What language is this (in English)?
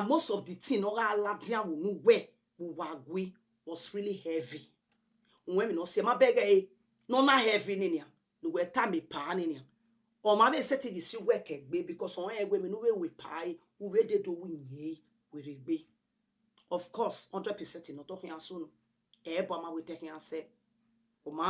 Nigerian Pidgin